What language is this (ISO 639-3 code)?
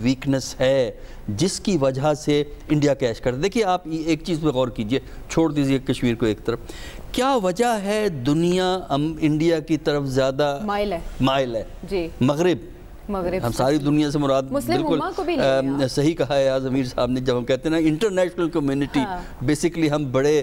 urd